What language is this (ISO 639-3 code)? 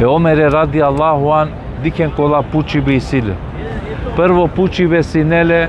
rmn